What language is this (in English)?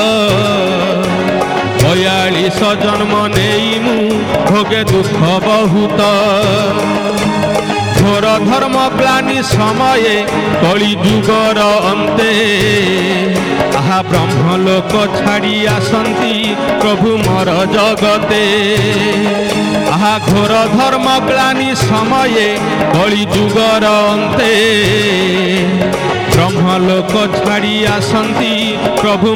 Odia